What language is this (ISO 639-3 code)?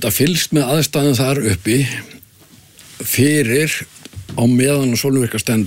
isl